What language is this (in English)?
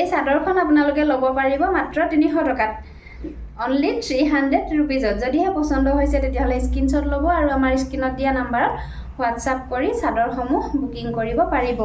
Assamese